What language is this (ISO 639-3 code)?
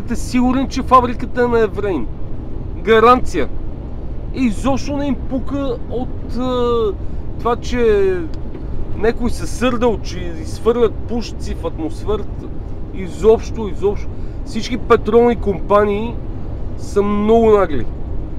bul